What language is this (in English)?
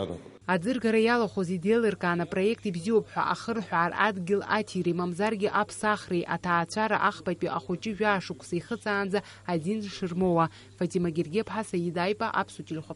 Abkhazian